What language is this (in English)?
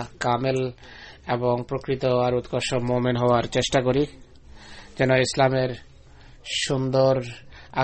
Bangla